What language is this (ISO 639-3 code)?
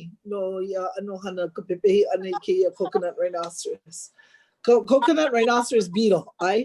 haw